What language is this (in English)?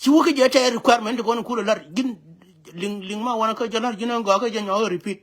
Nuer